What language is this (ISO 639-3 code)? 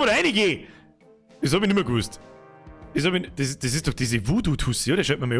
bar